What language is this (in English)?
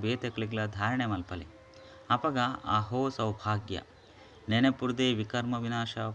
Tulu